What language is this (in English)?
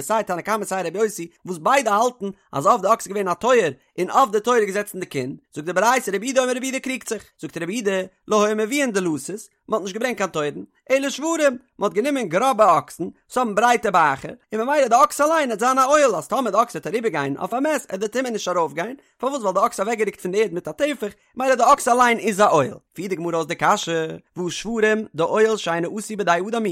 Yiddish